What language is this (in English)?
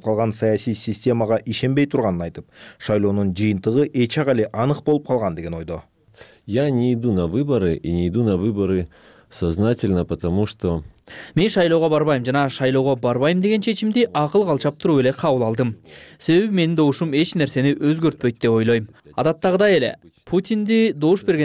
Kyrgyz